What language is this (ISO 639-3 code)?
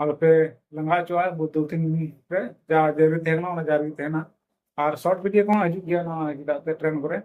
sat